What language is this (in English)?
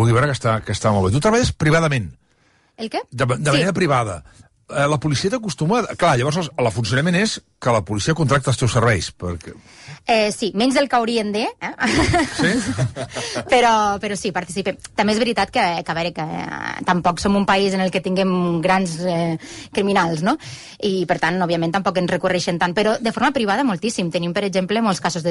Catalan